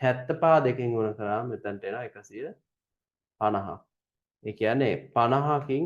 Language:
Sinhala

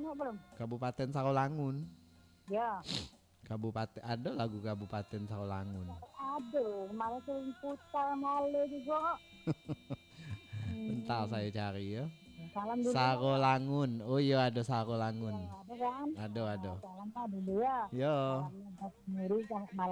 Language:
Minangkabau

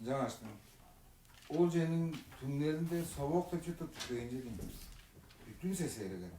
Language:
Tuvinian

